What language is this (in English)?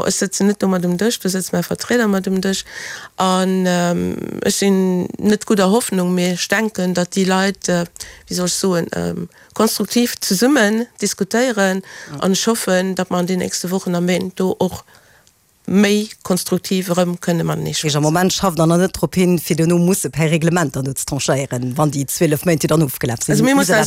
Luxembourgish